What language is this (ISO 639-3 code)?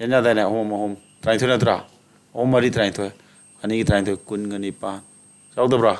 mni